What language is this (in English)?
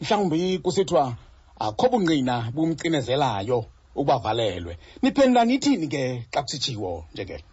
Xhosa